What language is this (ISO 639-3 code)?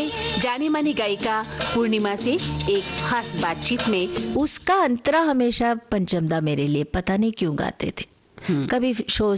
hin